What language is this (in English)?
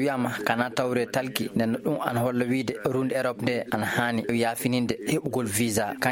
Maasina Fulfulde